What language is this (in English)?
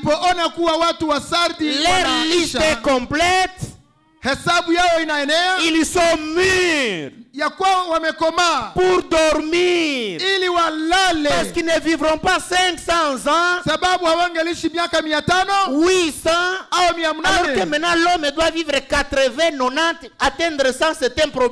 Swahili